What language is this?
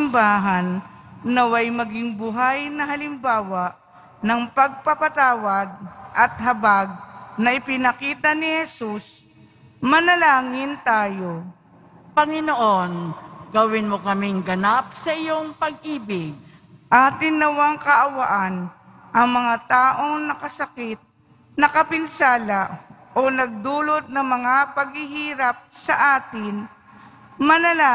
Filipino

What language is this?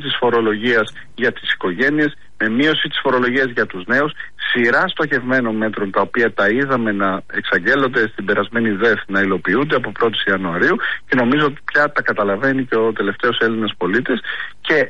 Greek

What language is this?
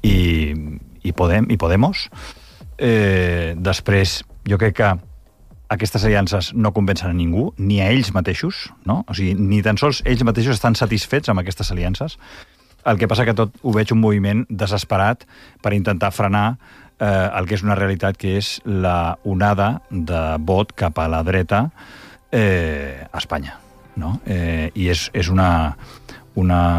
Catalan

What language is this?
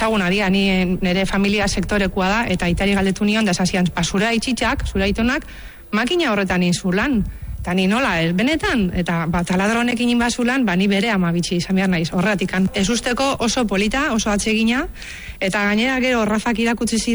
Basque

